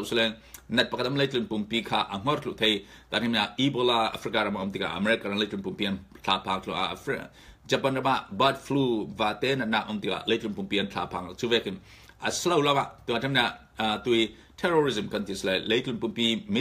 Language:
Falam Chin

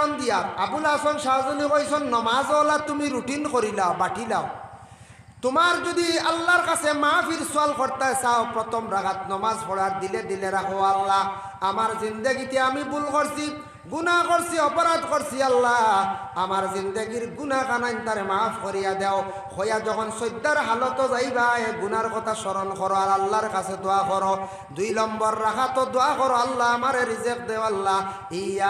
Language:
Sylheti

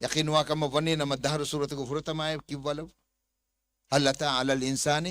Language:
Divehi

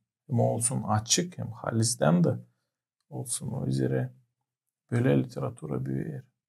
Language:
Gagauz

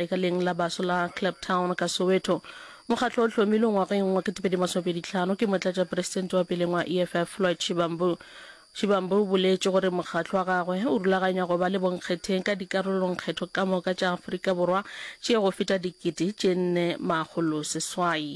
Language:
Northern Sotho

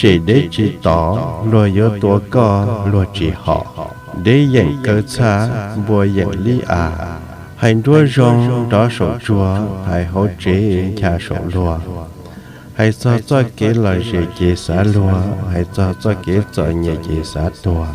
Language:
Hmong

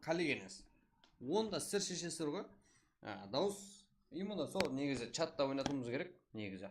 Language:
Kara-Kalpak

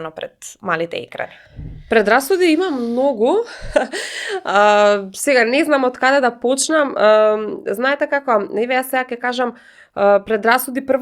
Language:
Macedonian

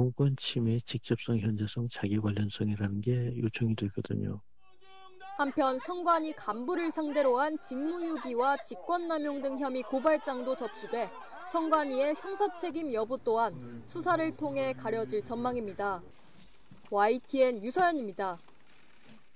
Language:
Korean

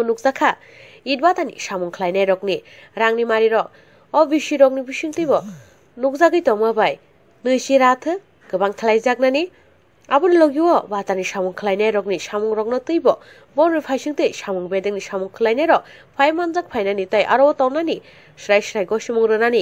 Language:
Kok Borok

